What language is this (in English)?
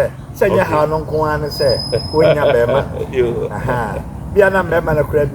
Akan